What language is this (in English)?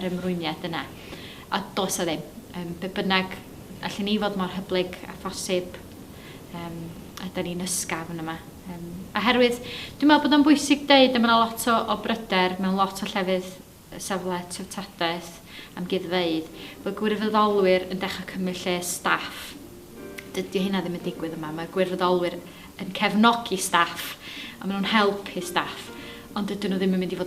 Welsh